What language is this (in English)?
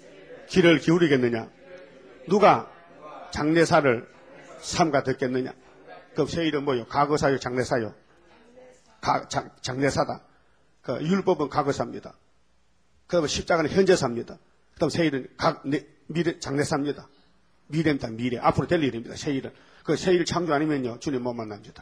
Korean